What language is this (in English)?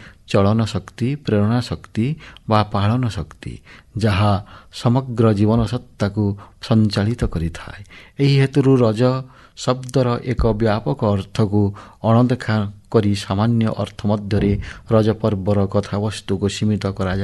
Odia